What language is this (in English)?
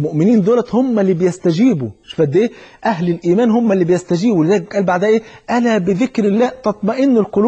Egyptian Arabic